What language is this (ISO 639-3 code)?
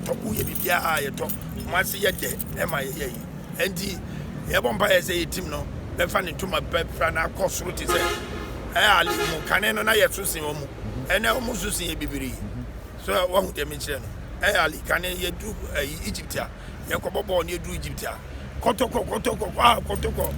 aka